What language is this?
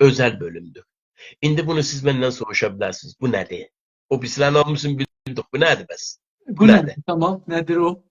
South Azerbaijani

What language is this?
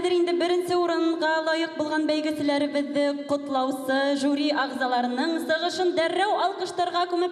Bashkir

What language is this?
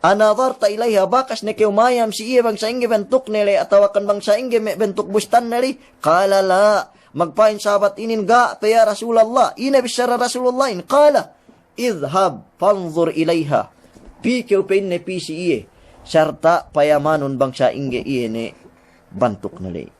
Yakan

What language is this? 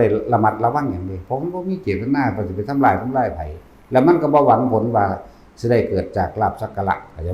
Northeastern Thai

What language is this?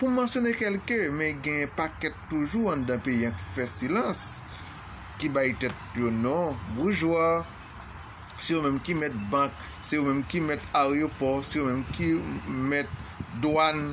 Haitian Creole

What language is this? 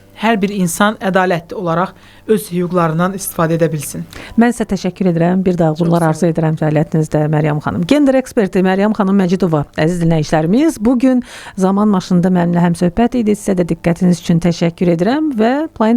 Azerbaijani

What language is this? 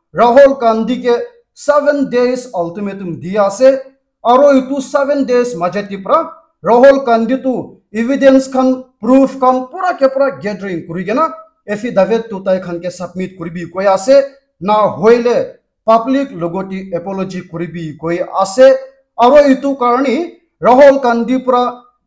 Naga Pidgin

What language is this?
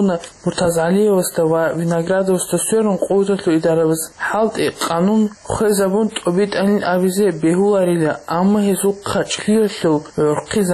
Avaric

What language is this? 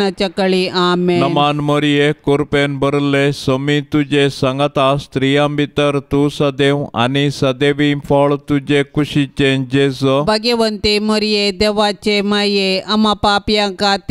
Konkani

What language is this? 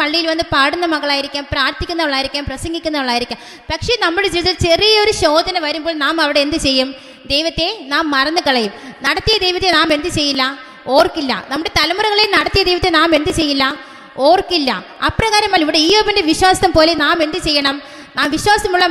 Malayalam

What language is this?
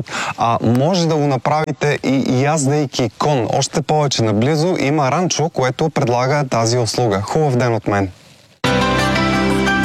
Bulgarian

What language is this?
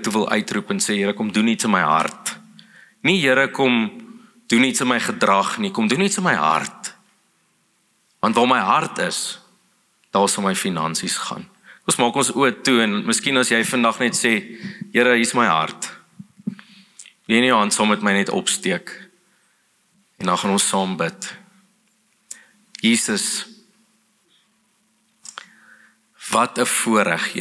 Afrikaans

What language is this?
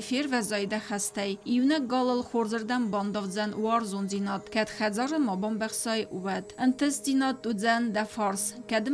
Ossetic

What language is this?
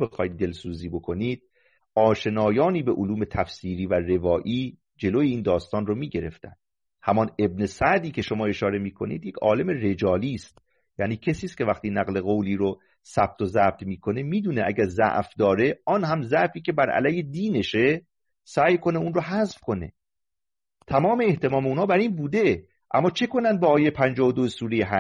Persian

